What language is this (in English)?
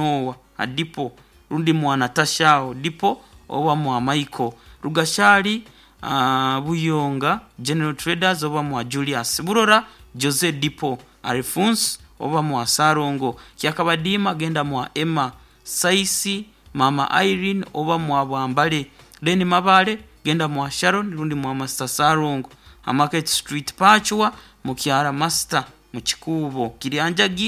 Nyoro